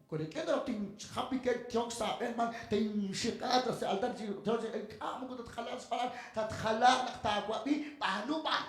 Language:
Kekchí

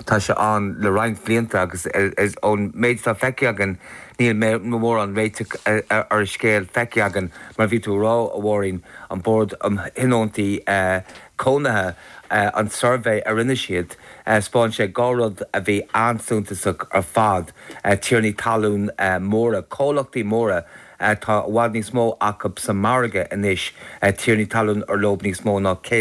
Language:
Irish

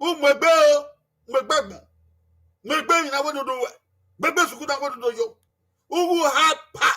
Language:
Bini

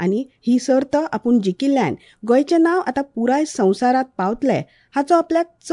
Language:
Konkani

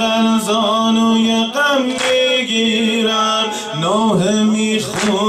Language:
Persian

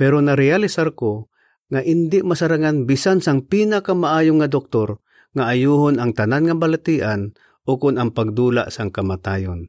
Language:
Hiligaynon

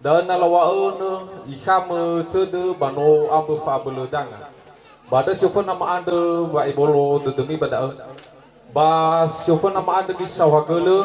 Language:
Nias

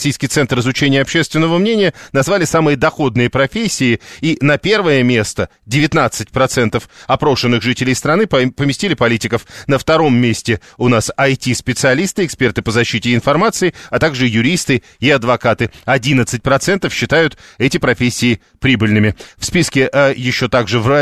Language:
Russian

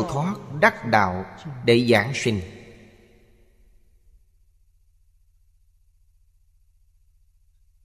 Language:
Vietnamese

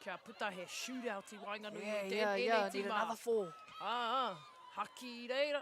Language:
Māori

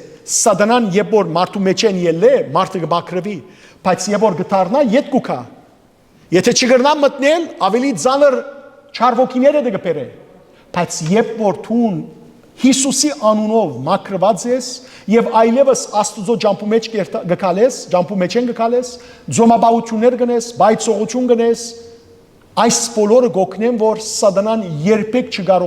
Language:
Western Armenian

